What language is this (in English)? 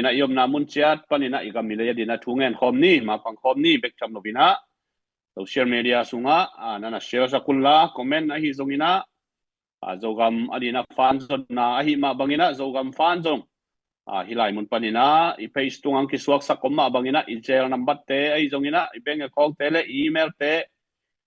Tedim Chin